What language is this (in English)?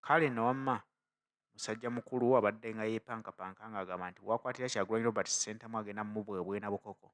Ganda